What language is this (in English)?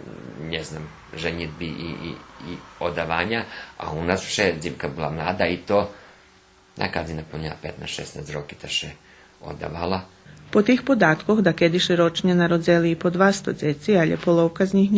Rusyn